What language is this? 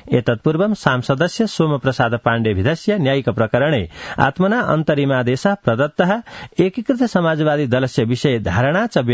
Sanskrit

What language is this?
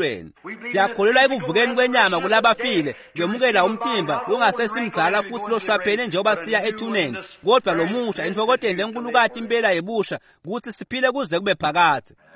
Swati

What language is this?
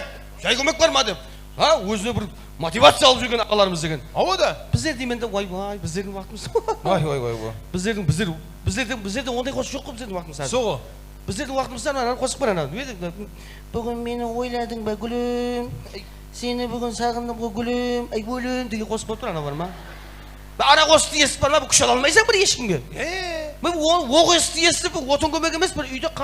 Kara-Kalpak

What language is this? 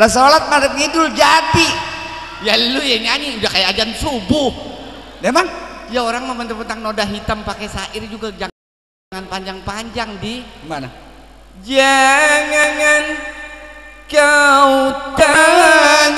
Betawi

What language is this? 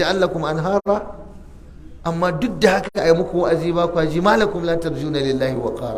Hausa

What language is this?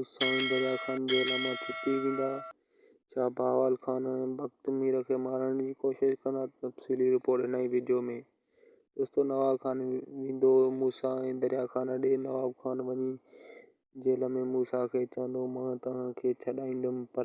Sindhi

